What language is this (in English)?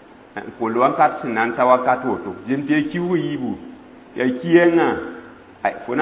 Mossi